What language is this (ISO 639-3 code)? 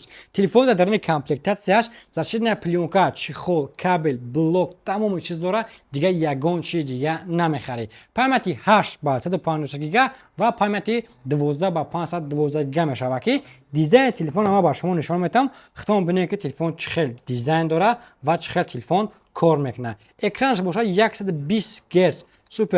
tgk